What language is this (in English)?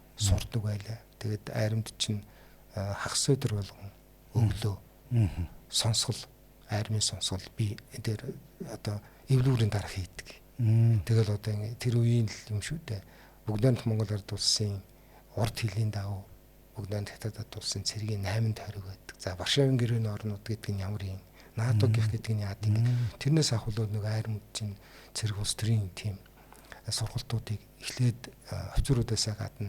Mongolian